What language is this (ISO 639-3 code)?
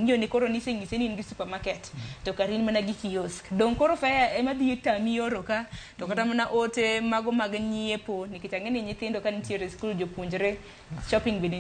luo